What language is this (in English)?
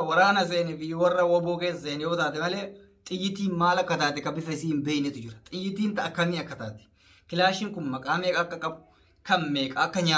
Oromo